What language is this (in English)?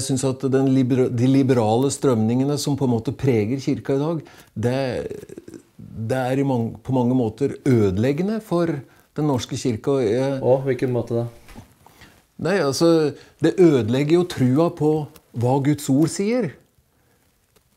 Norwegian